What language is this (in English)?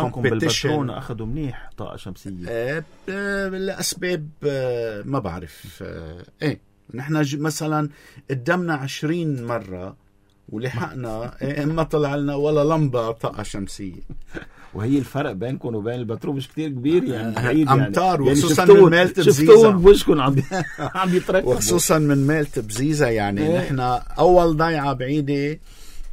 North Levantine Arabic